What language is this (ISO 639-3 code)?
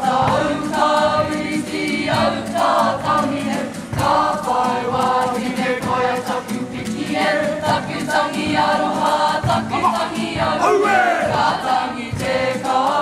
mri